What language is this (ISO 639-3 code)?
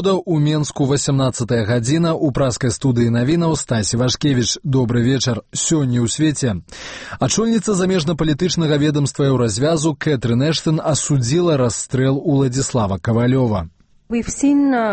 bel